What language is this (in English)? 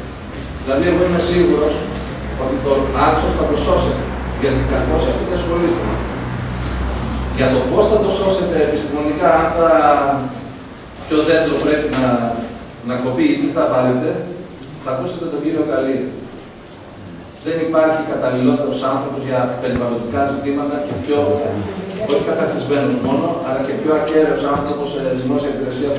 Greek